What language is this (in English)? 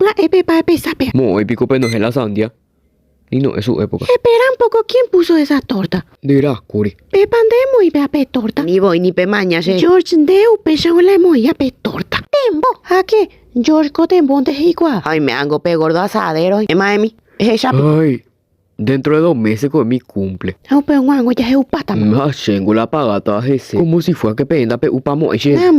Guarani